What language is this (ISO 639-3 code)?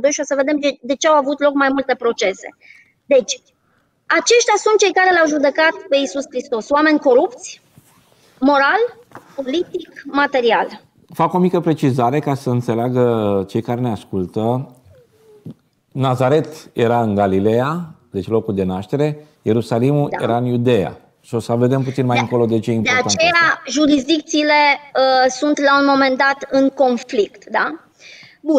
ron